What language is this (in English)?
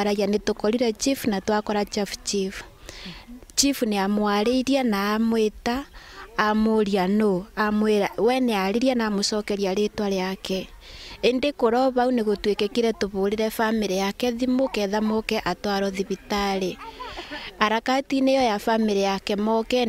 Meru